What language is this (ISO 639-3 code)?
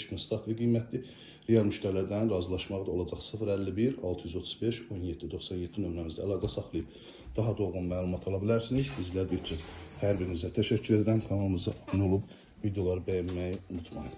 aze